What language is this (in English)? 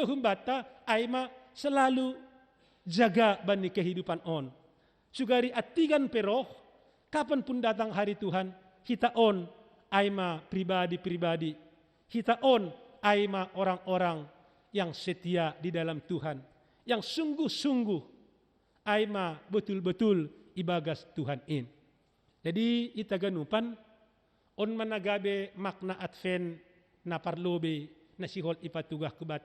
Batak Simalungun